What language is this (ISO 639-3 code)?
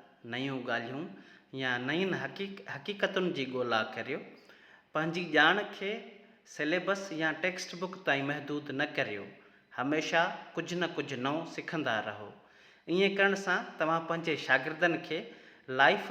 snd